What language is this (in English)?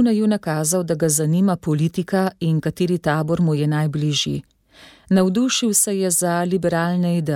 Slovenian